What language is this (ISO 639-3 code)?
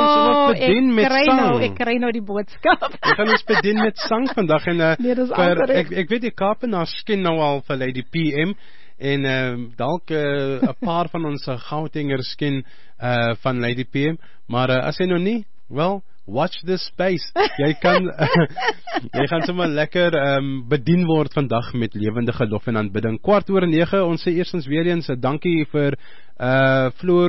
afr